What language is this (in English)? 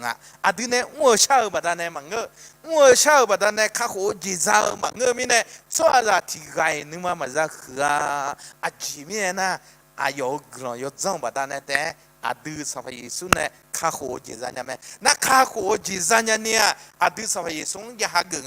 Akha